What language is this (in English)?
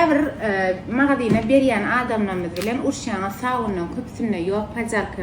Turkmen